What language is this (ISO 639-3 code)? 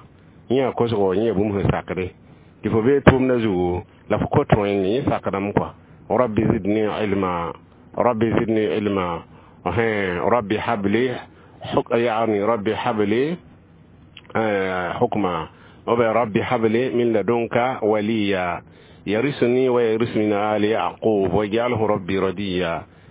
mos